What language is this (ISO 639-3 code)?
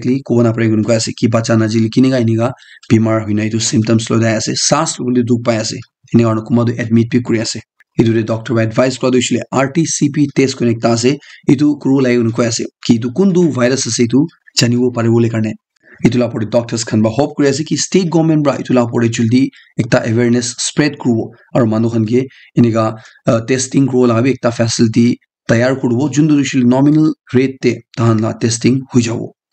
nag